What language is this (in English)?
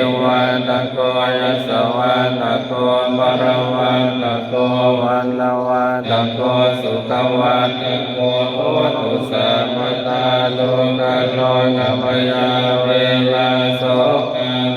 Pali